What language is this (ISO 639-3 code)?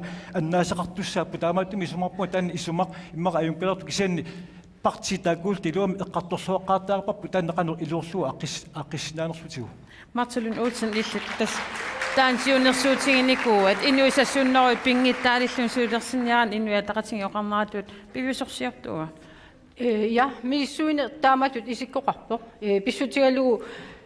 kal